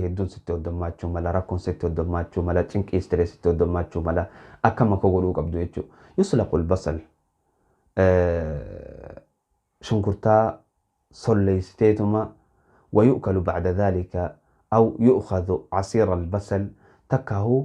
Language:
Oromo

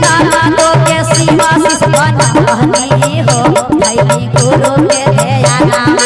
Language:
Magahi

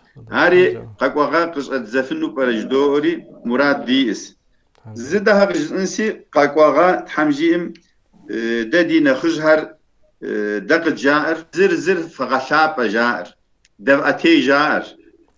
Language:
Kabardian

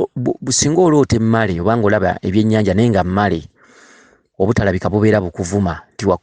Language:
Ganda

